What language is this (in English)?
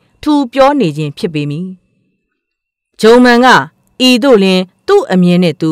Burmese